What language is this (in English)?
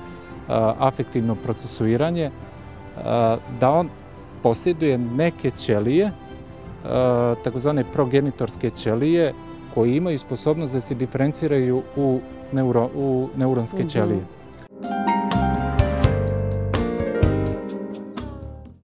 Serbian